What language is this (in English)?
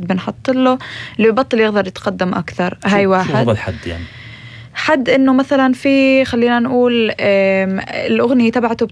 North Levantine Arabic